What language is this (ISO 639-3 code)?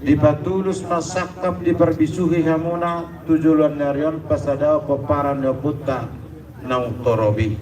bbc